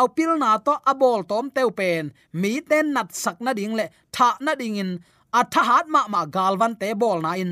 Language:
Tedim Chin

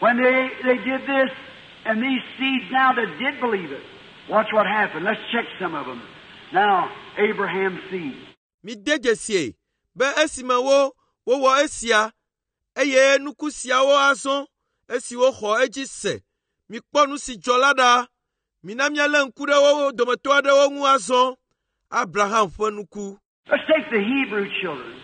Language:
Ewe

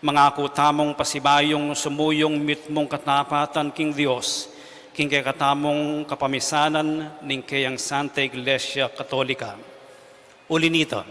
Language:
Pampanga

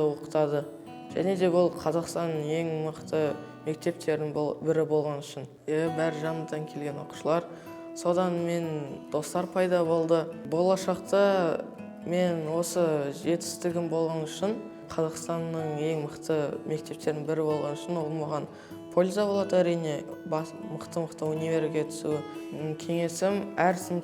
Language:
Kazakh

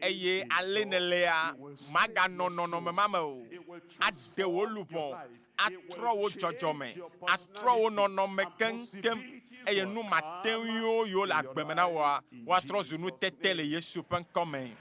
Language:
Ewe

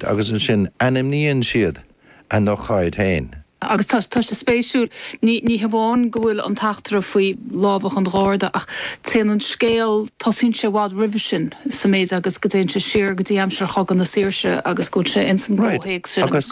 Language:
Irish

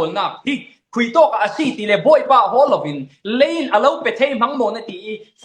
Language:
Falam Chin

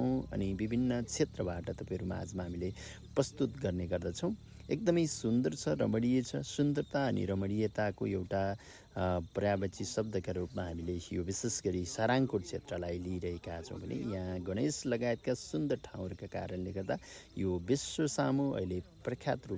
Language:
Nepali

